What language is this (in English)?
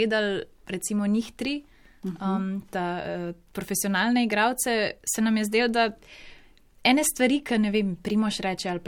Slovenian